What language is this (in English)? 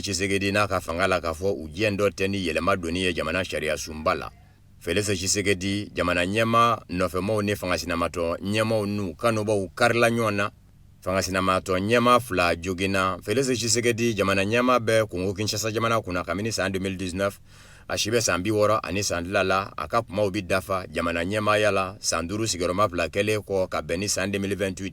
Bambara